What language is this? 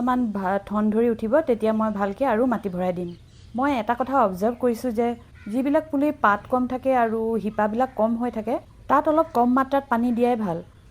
Assamese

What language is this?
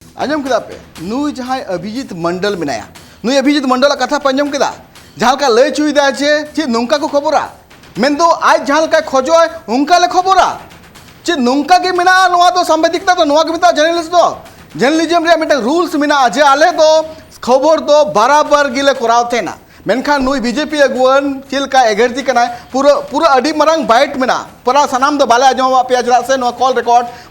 Santali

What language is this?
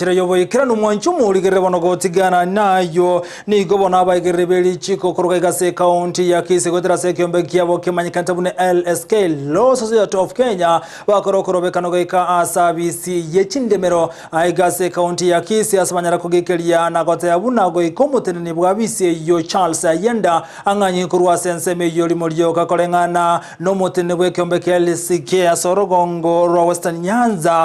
Gusii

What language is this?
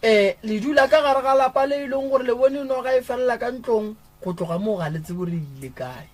Northern Sotho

